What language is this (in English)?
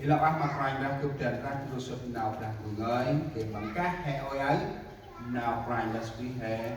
Central Mnong